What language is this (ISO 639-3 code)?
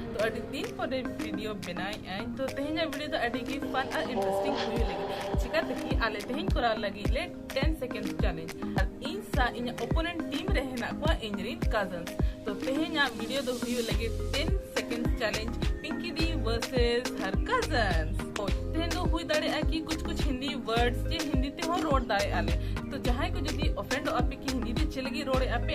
sat